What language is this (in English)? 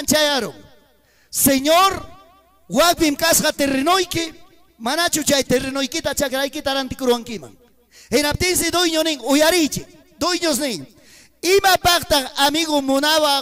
Ayacucho Quechua